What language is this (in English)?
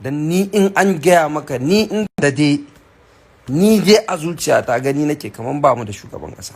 Hausa